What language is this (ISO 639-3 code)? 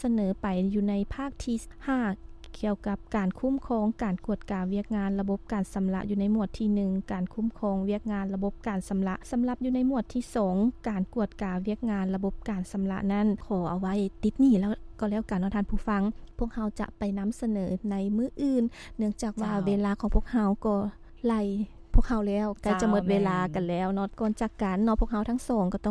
lao